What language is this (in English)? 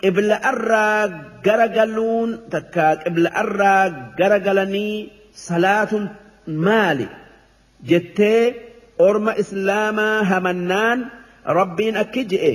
Oromo